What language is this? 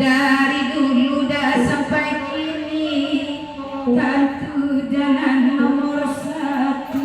Minangkabau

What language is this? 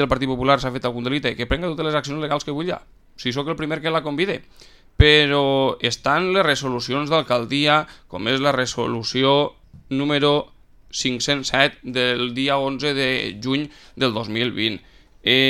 Catalan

